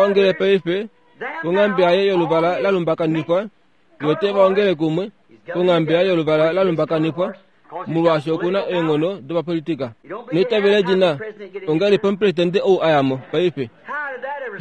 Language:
Kuanyama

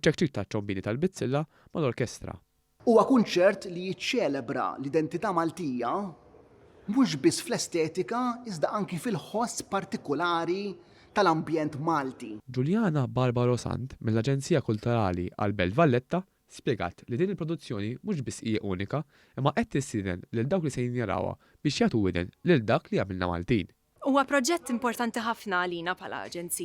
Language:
Maltese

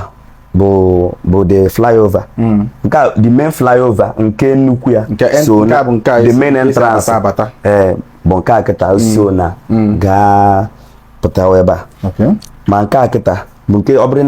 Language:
Igbo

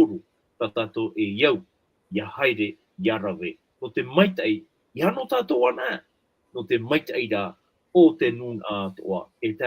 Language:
Tahitian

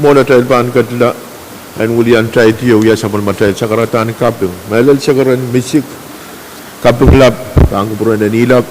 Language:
Pohnpeian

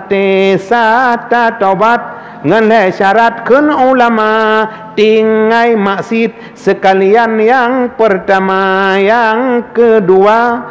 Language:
Achinese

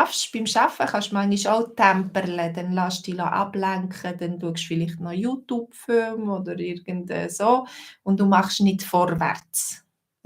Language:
Swiss German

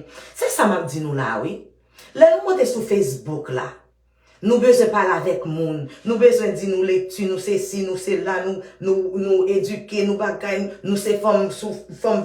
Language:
Haitian Creole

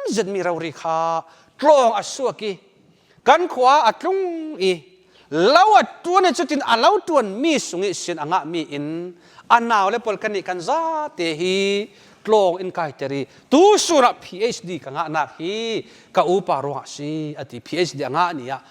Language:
Falam Chin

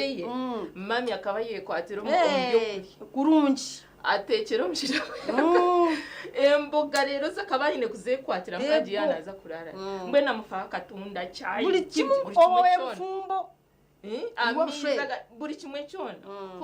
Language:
Nyankole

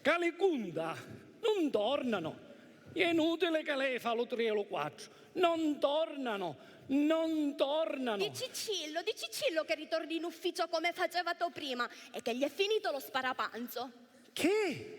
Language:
Sicilian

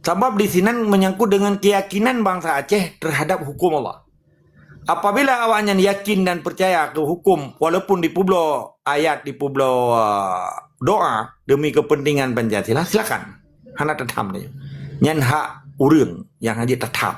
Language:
Achinese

